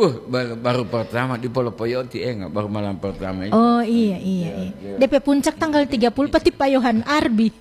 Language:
Gorontalo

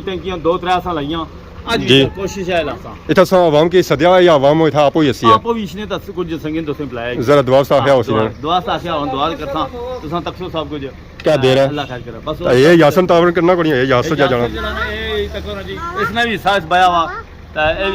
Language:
Pahari-Potwari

